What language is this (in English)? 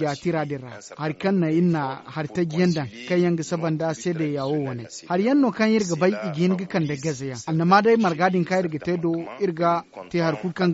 Zarma